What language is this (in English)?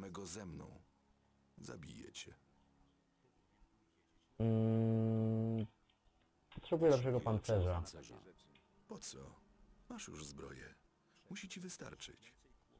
Polish